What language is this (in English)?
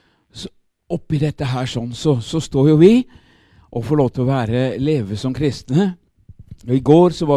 Norwegian